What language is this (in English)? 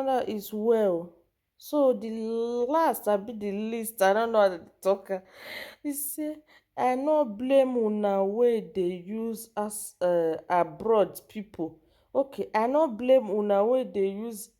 Nigerian Pidgin